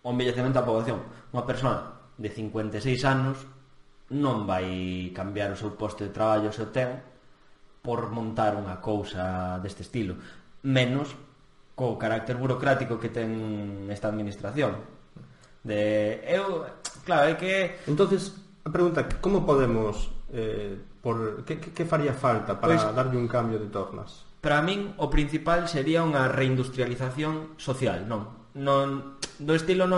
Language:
Galician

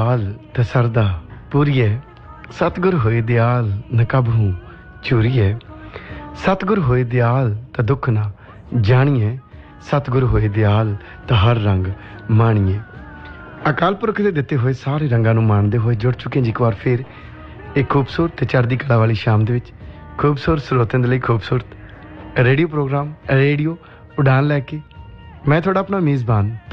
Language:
Punjabi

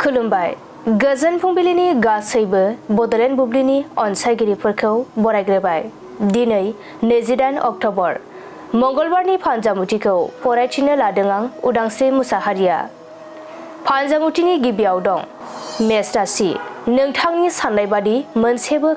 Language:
Bodo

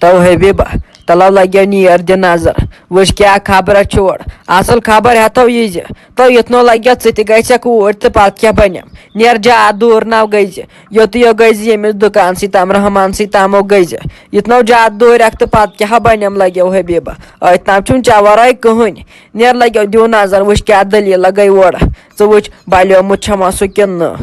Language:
Kashmiri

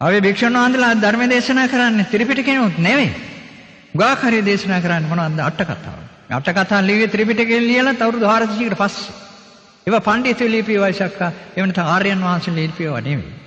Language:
Sinhala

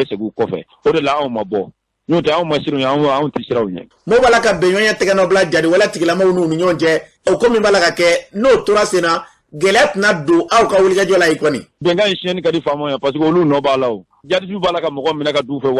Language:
Bambara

